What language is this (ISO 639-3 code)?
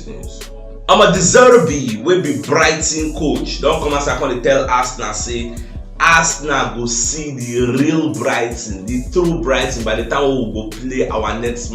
pcm